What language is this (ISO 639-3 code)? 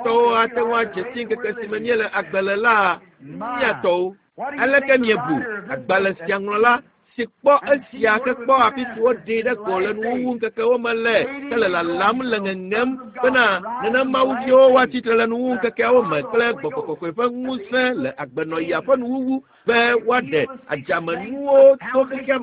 ewe